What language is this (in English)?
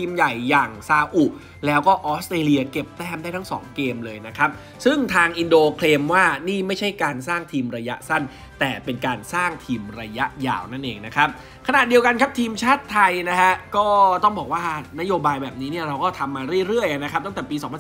Thai